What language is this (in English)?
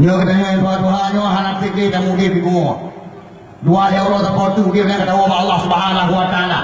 Achinese